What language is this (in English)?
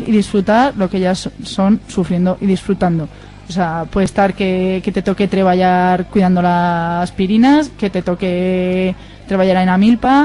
Aragonese